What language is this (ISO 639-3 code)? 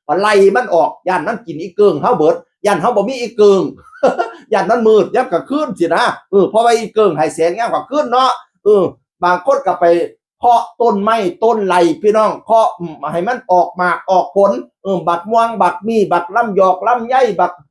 tts